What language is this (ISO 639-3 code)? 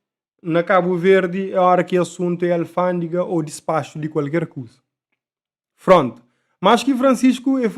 kea